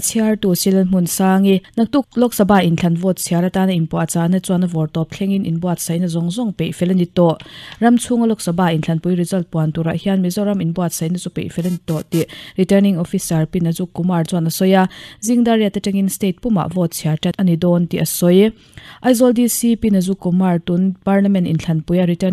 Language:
Mizo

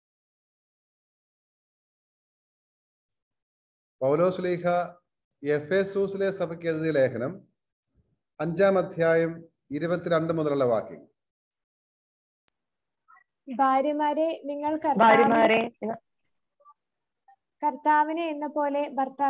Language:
Malayalam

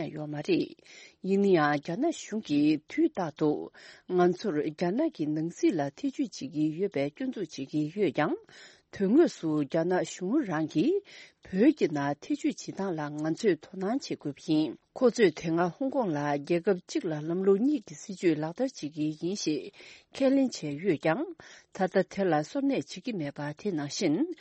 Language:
Tibetan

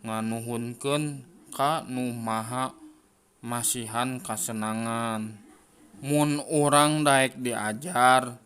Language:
Sundanese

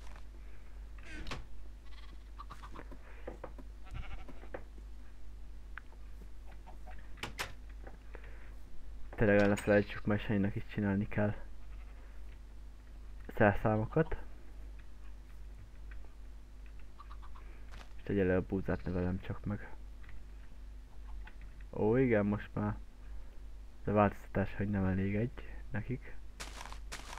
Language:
Hungarian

